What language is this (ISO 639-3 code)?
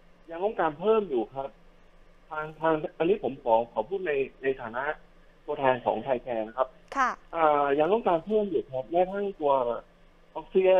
tha